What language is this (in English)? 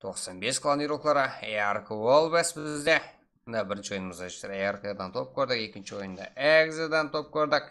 Kara-Kalpak